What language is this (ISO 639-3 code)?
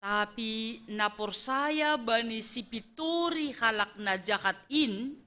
bts